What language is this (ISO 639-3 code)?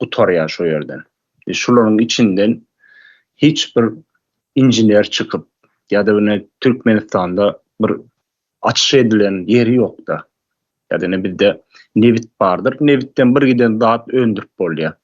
tuk